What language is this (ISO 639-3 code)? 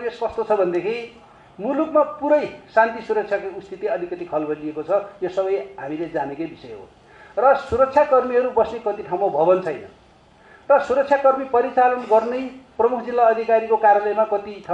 nep